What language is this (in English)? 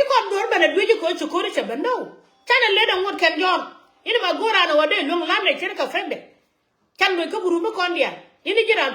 Nuer